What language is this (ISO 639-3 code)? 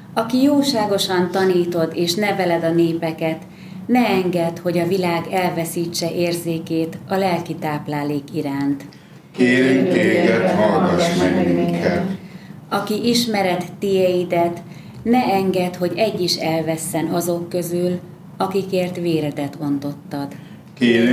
hun